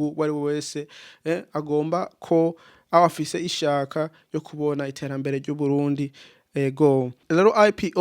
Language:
Rundi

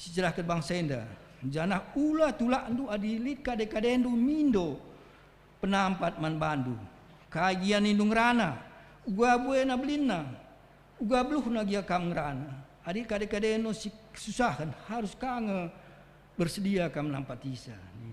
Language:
Batak Karo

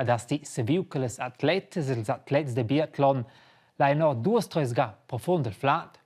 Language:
Romansh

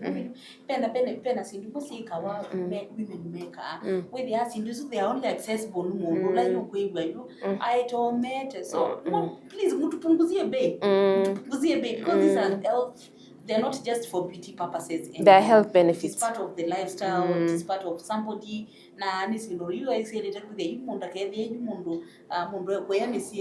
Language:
Kamba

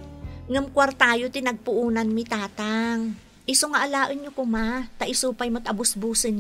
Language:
Iloko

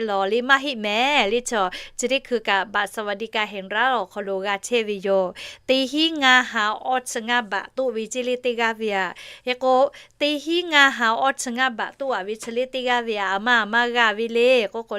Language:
Lahu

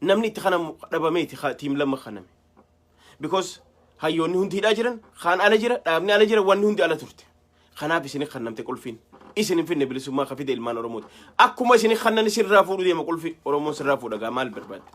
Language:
Oromo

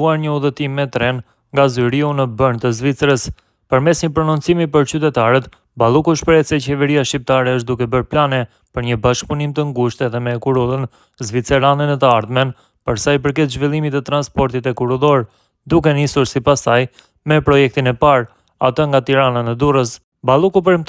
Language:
Albanian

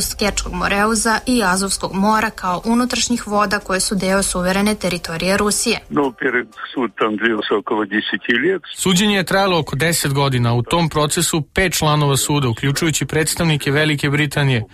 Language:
Serbian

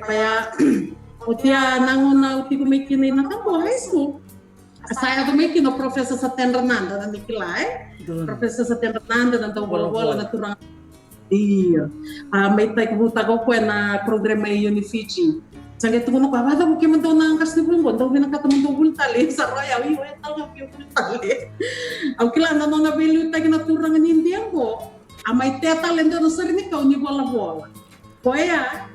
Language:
Fijian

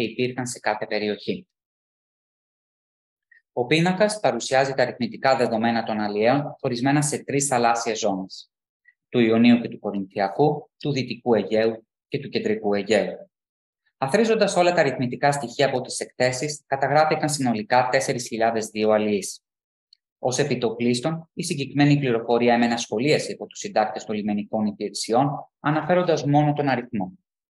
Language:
Greek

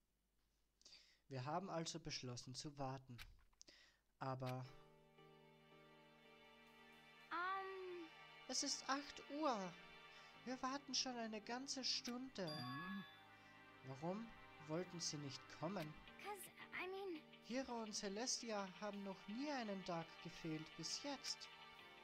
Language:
German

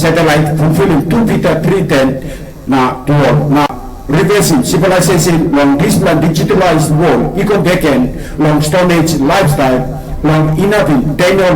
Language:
Tok Pisin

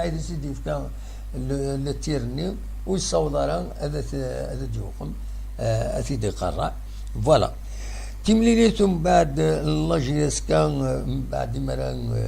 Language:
Kabyle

